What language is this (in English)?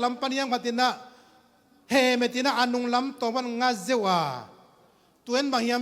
Tedim Chin